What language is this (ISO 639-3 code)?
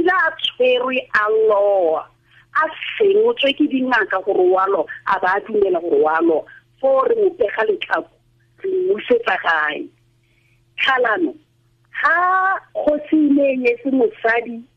tsn